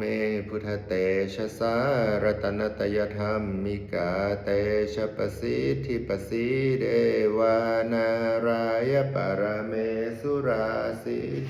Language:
Pali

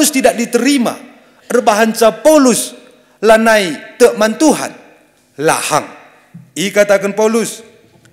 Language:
Batak Karo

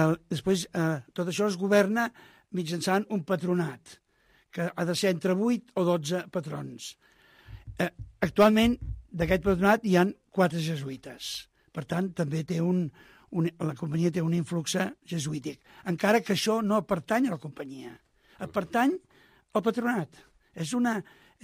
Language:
Catalan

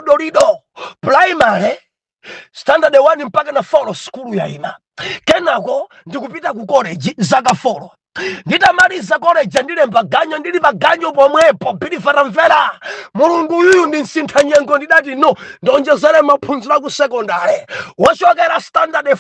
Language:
Nyanja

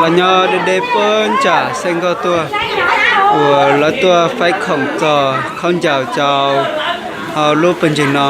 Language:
Hmong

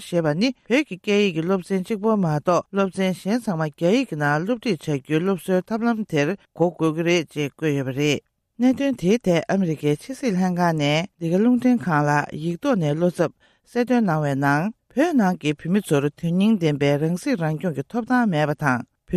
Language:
Tibetan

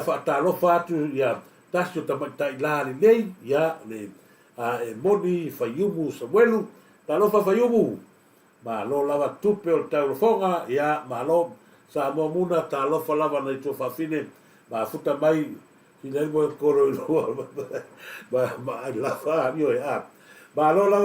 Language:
Samoan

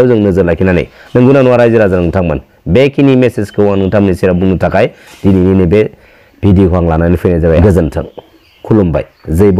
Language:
Bodo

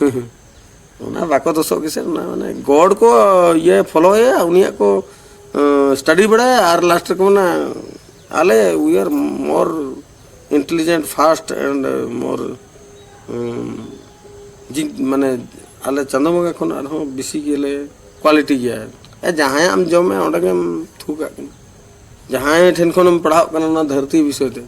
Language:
Santali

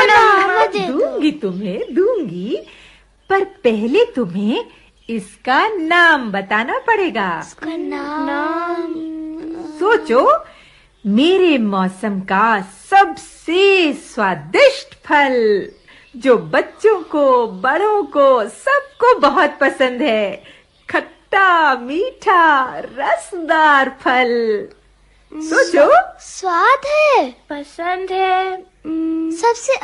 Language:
Hindi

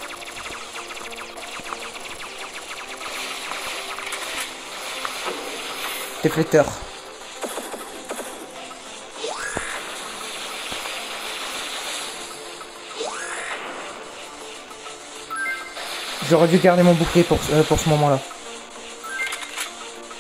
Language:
French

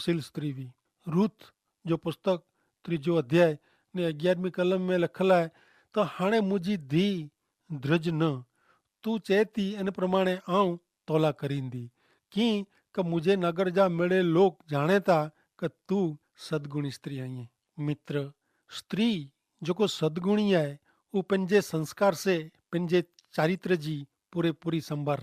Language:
Kachhi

